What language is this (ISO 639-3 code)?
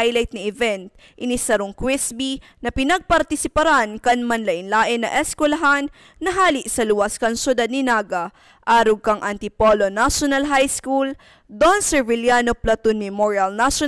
bik